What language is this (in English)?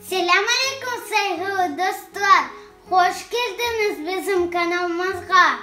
Crimean Tatar